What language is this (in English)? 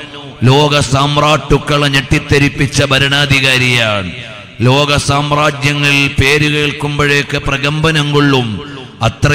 Malayalam